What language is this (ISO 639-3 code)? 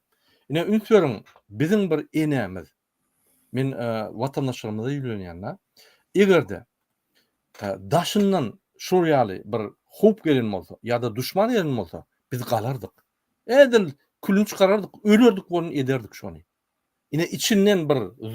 tuk